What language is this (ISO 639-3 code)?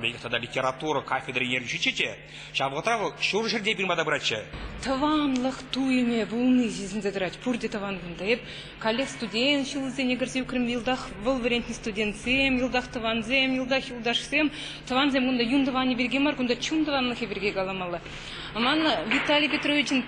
chv